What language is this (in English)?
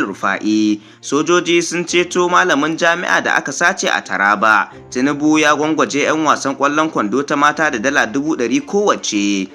Hausa